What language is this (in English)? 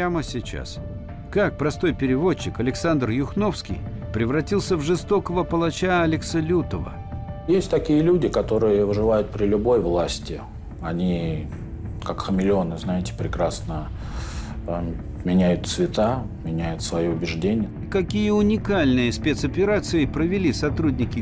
Russian